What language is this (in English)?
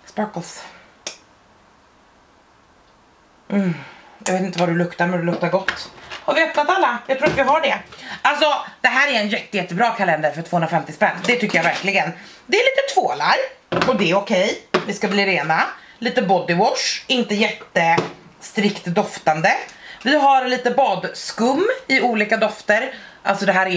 Swedish